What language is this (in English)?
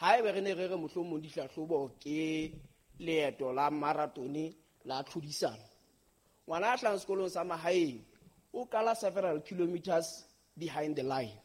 Southern Sotho